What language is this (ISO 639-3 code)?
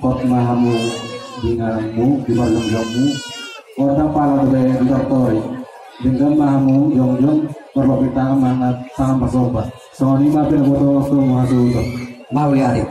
bbc